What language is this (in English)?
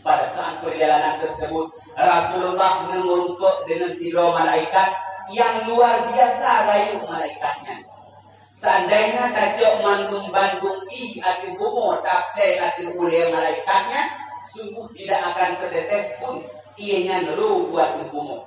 Achinese